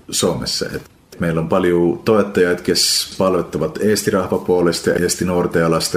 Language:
Estonian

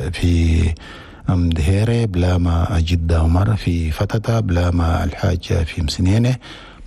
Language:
Chadian Arabic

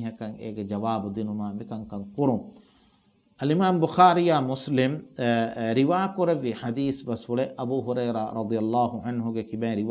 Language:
Divehi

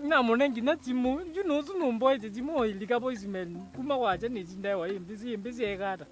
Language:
Kamba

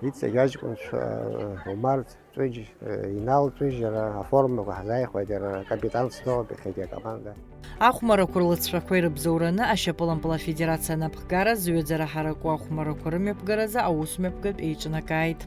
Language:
Abkhazian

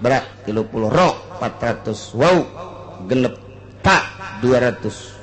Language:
Sundanese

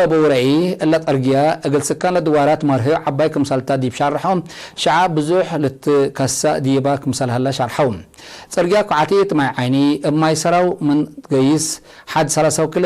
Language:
Tigre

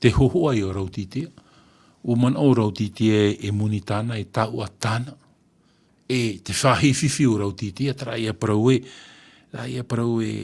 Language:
Tahitian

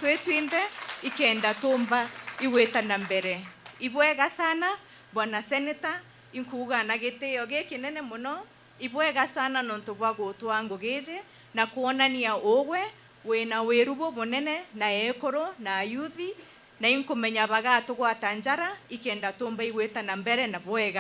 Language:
Meru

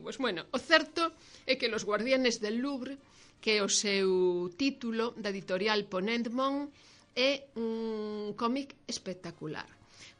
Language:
Galician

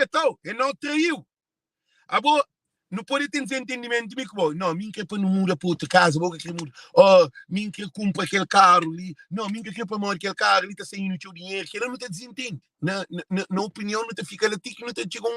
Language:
Kabuverdianu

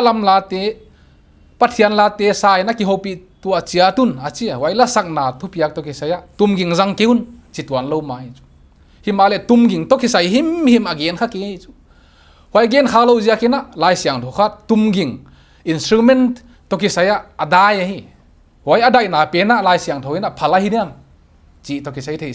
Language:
Paite Chin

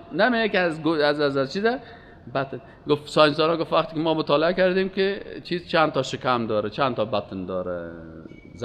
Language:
Persian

